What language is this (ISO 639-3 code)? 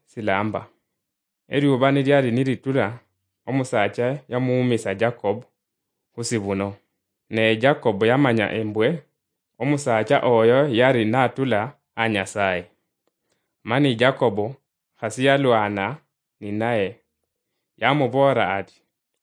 luy